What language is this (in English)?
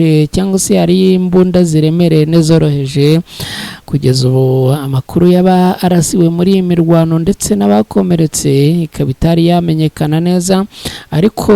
Kinyarwanda